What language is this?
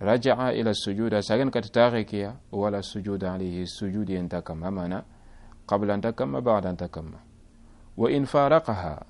Soninke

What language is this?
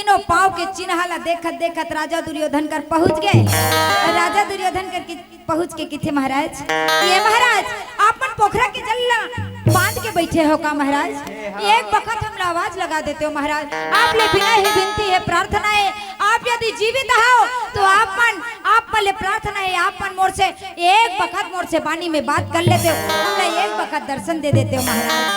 Chhattisgarhi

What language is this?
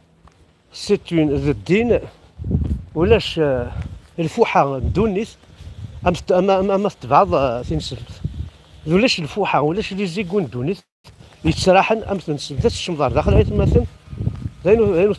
Kabyle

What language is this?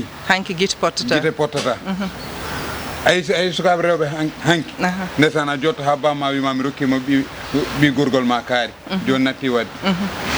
Fula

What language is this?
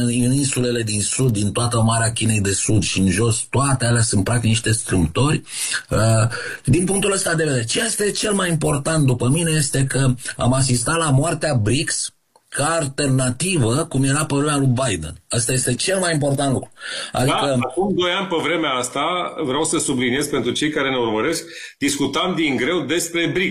Romanian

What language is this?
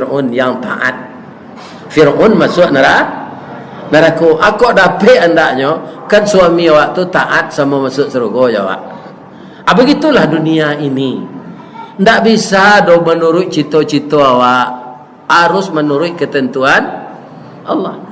Minangkabau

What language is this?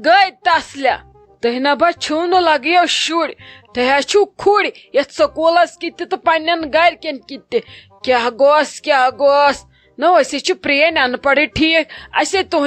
Kashmiri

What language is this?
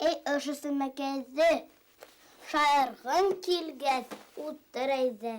Bashkir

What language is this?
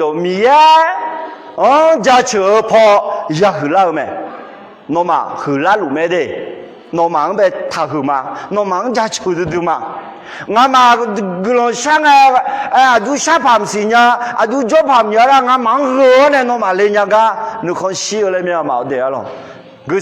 Akha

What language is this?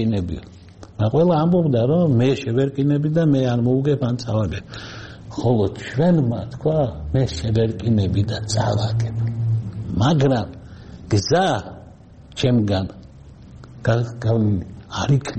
Georgian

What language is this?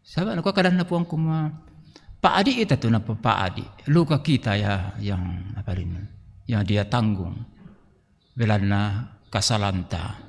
Toraja-Sa'dan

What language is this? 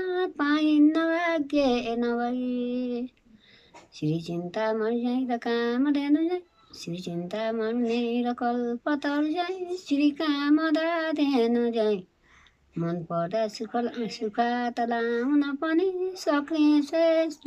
Nepali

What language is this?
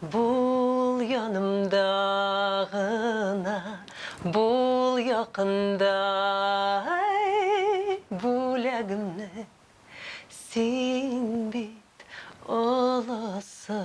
Tatar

